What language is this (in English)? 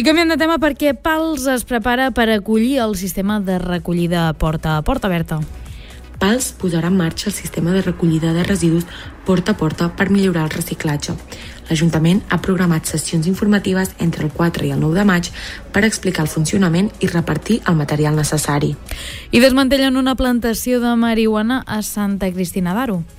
Catalan